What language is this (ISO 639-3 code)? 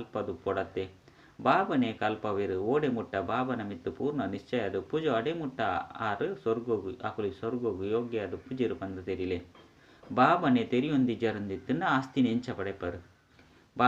tcy